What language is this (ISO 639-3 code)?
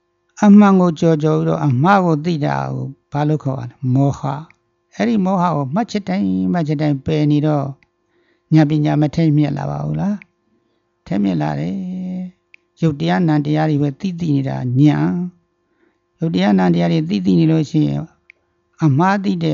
mya